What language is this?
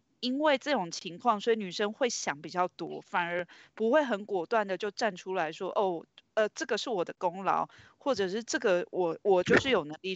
Chinese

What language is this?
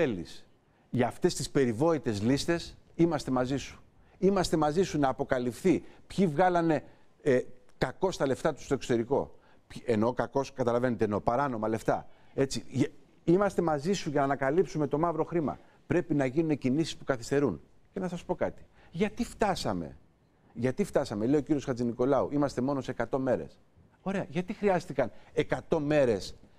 Greek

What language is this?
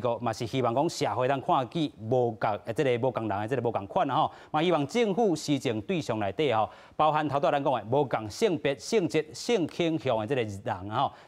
Min Nan Chinese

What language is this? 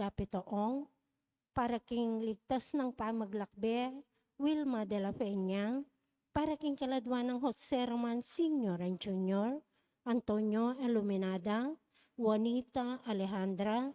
Pampanga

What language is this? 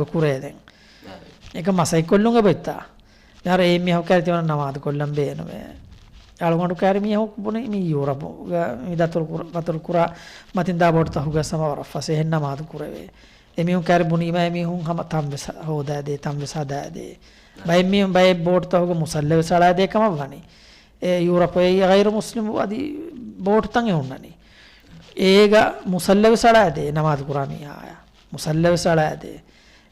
Divehi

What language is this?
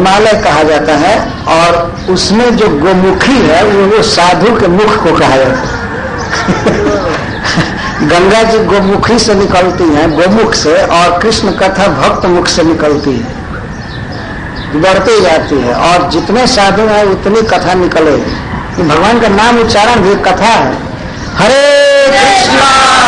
Hindi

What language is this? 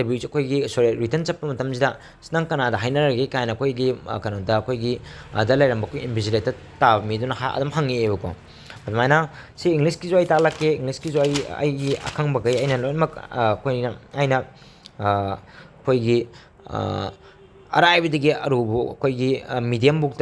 Manipuri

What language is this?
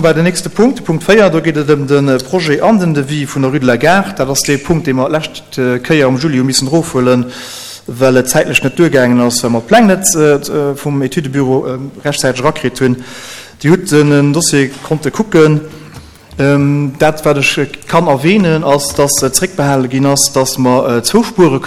Luxembourgish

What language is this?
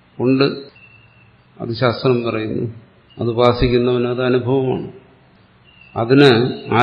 Malayalam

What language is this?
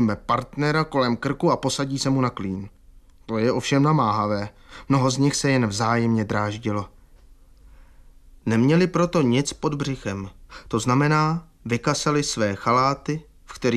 Czech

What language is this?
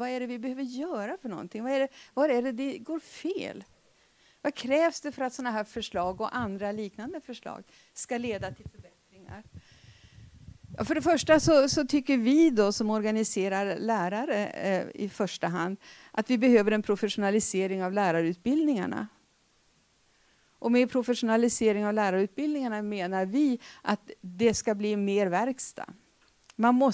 Swedish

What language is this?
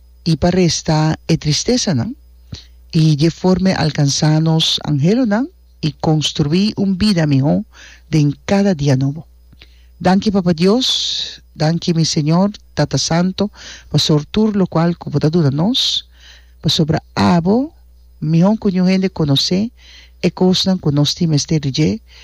Papiamento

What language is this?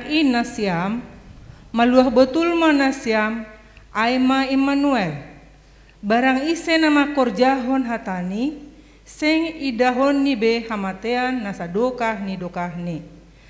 Batak Simalungun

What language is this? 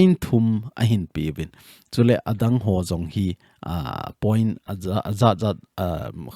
Thado Chin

